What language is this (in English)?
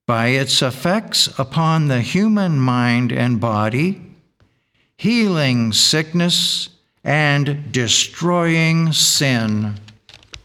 English